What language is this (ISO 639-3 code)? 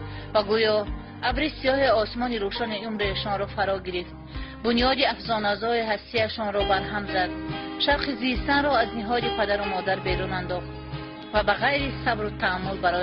tgk